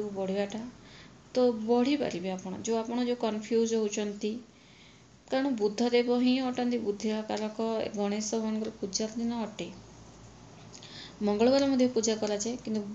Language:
Odia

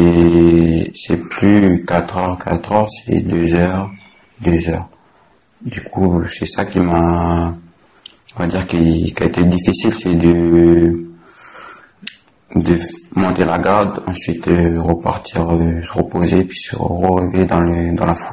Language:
French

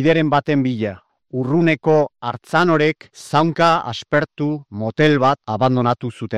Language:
Basque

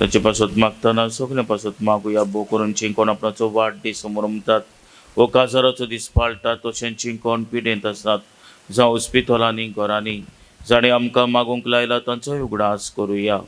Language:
Konkani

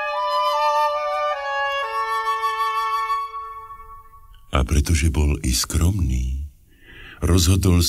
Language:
Slovak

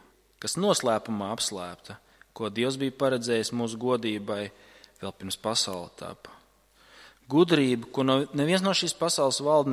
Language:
Latvian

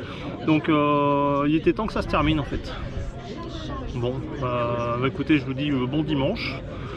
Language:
French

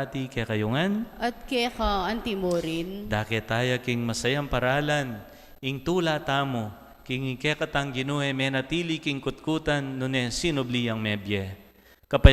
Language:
Pampanga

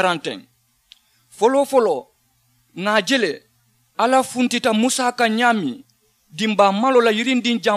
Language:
Mandingo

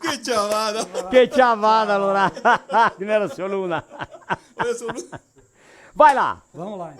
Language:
Venetian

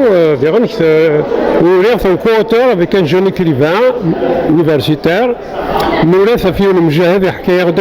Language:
Kabyle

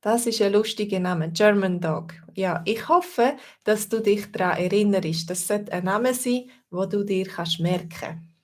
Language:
Swiss German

